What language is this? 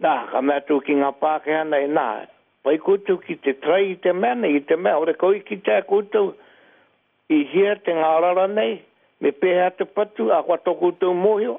Māori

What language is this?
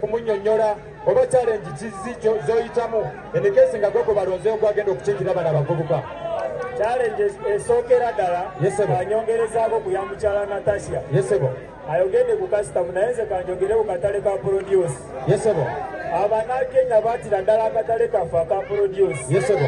Ganda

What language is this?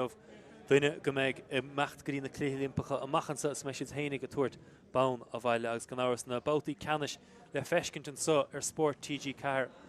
Irish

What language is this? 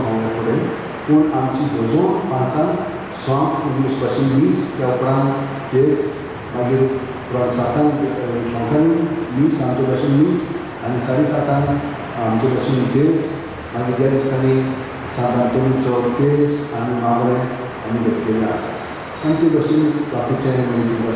Konkani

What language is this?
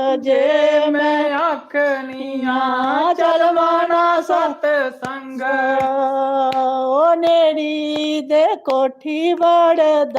Dogri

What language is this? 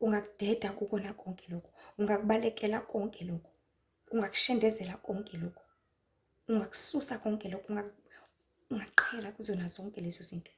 Zulu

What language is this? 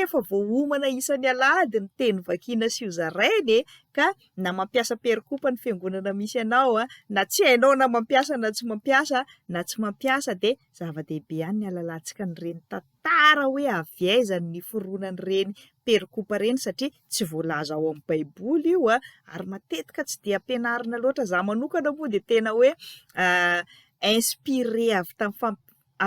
Malagasy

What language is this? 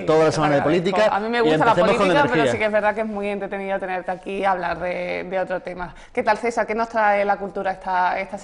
Spanish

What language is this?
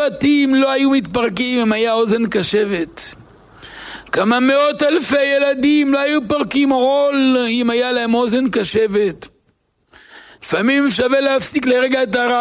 Hebrew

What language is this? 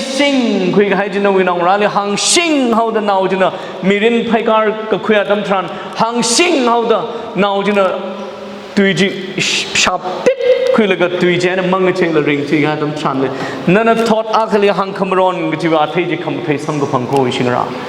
Tangkhul Naga (India)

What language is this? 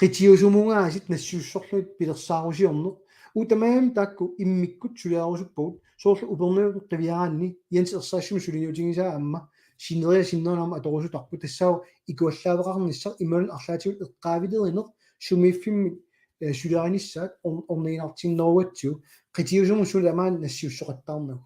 Kalaallisut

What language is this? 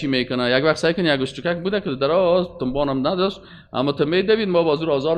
Persian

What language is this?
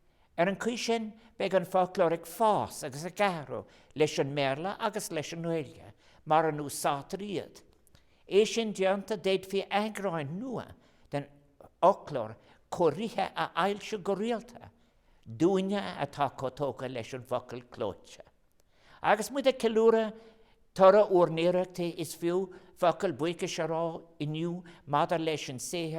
Irish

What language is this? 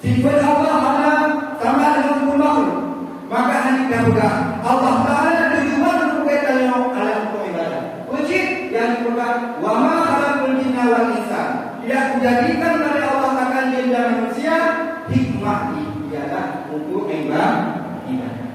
Achinese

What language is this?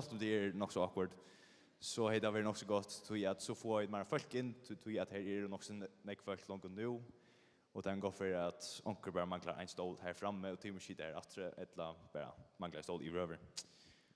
Faroese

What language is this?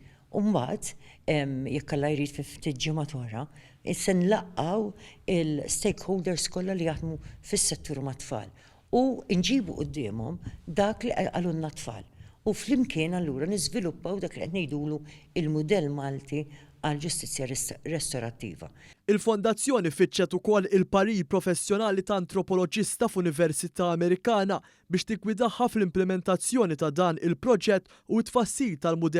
Maltese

